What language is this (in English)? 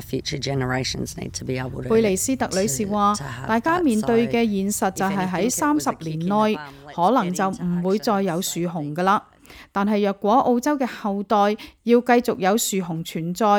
Cantonese